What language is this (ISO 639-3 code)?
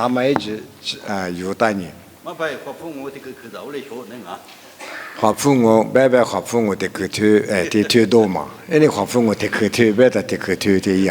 lis